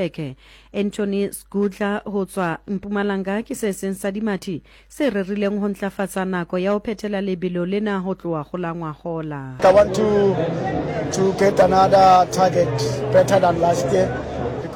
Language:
Southern Sotho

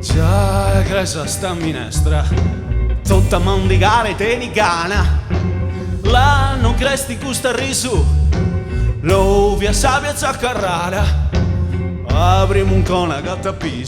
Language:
Sardinian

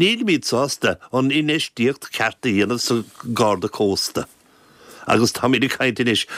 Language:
Irish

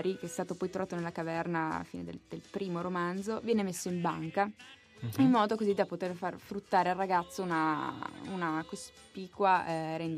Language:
Italian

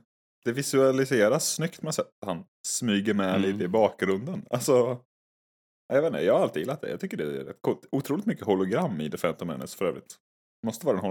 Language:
Swedish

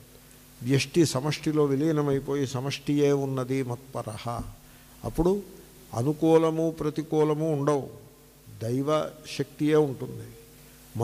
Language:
Telugu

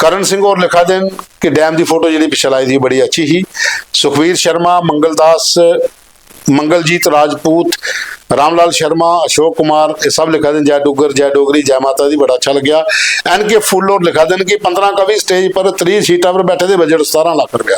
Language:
Dogri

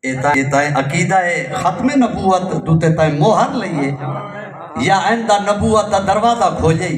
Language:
Saraiki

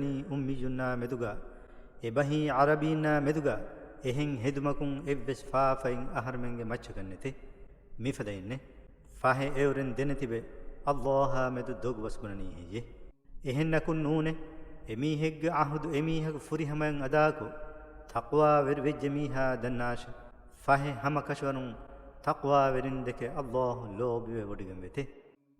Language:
Divehi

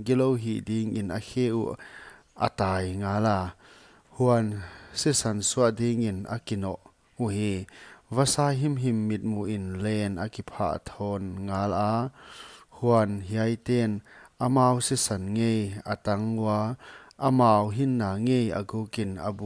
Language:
Paite Chin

